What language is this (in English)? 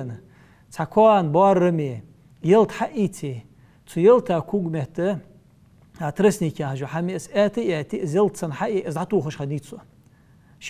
Ingush